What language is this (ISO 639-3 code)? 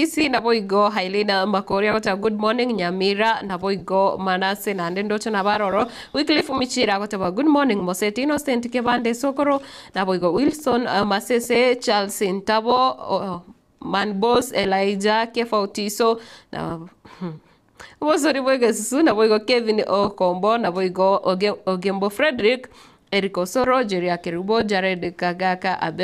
guz